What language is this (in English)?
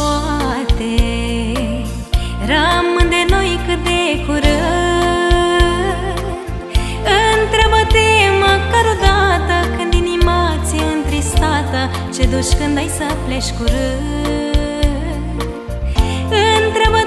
Romanian